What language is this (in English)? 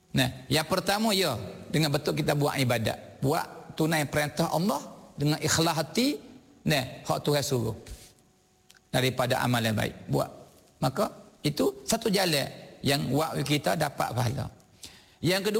Malay